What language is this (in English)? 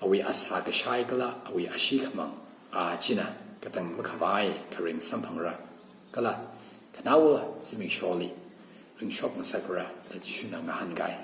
Tangkhul Naga (India)